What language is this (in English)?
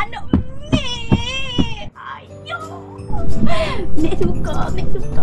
Malay